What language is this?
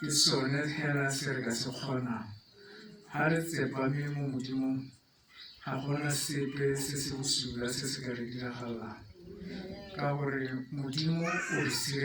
Tswana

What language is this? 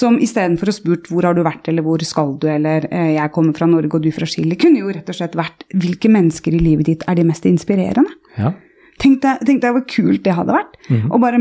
Norwegian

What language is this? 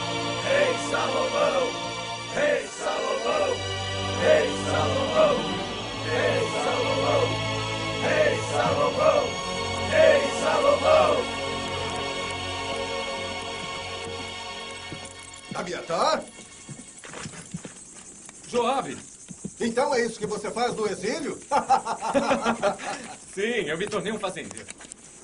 Portuguese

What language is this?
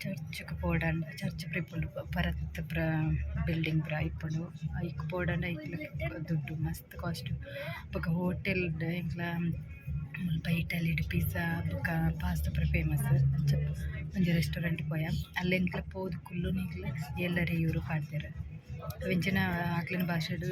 Tulu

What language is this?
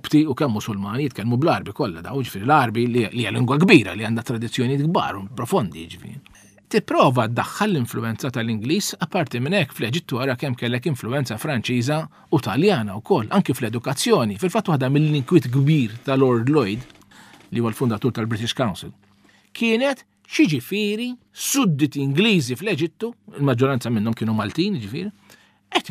Maltese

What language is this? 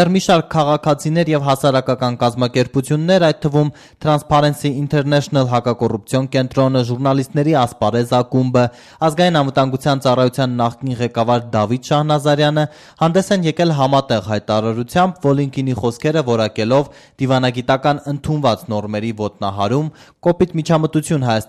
Armenian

